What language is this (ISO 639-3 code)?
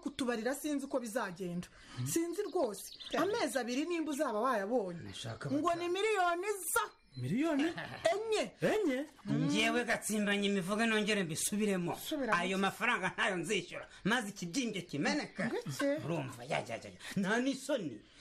kin